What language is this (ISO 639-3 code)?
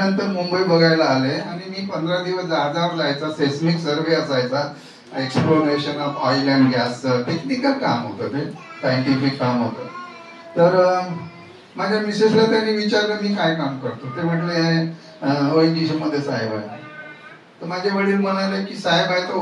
mar